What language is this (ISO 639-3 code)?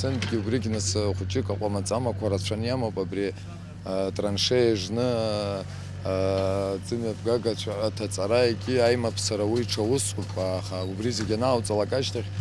abk